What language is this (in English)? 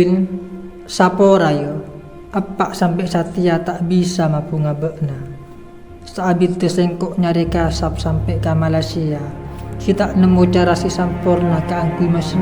Madurese